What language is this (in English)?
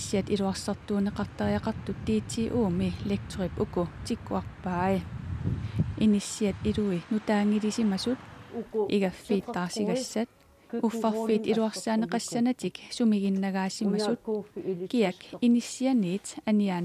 Kalaallisut